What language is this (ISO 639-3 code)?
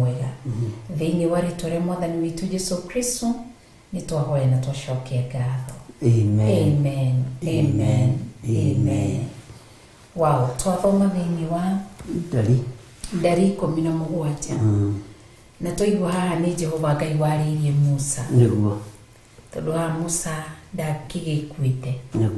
kik